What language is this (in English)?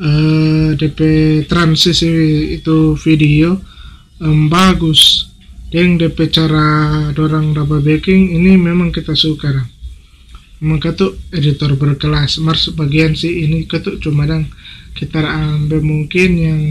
Manado Malay